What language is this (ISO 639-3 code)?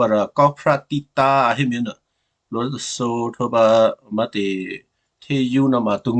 kyu